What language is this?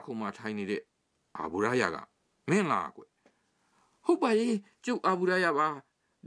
Burmese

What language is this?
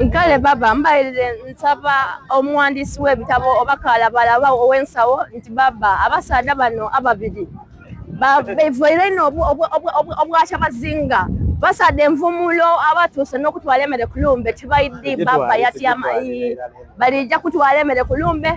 Soga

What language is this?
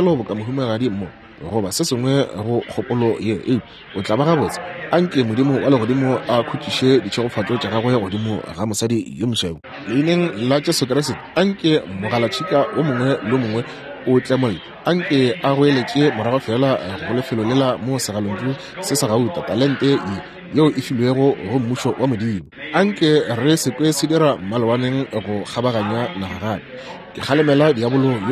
Northern Sotho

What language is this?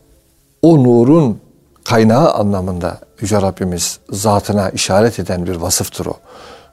Turkish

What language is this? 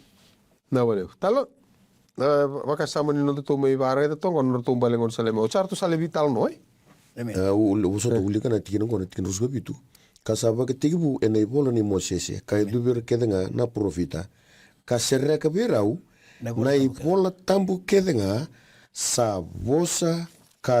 Fijian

